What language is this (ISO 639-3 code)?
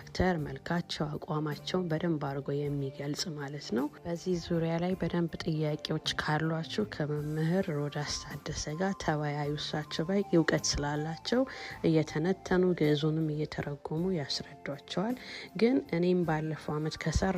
amh